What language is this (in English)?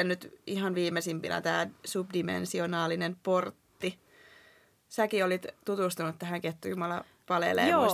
Finnish